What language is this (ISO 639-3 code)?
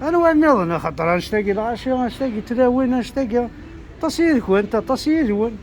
kab